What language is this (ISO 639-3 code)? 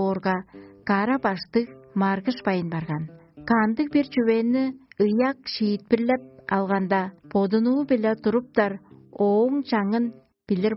tyv